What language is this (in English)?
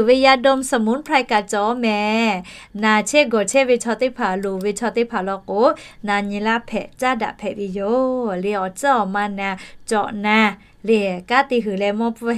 Lahu